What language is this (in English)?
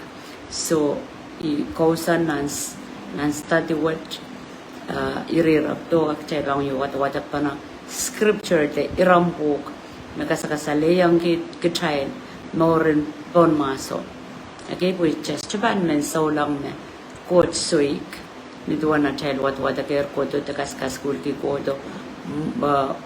Pohnpeian